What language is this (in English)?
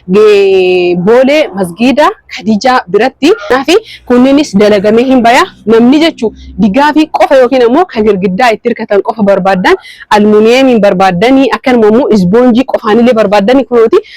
Oromo